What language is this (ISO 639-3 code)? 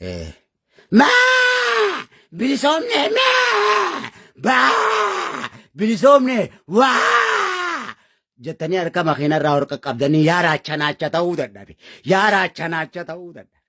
orm